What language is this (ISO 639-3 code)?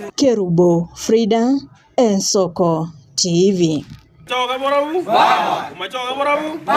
guz